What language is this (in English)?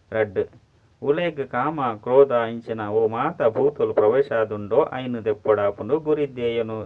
Tulu